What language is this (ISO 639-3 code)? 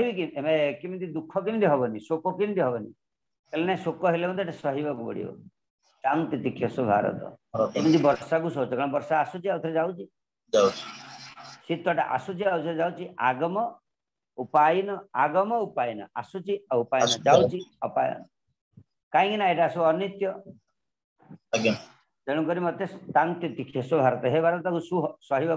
ori